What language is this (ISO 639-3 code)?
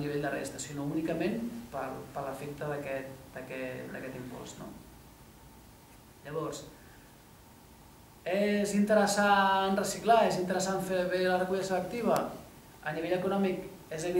cat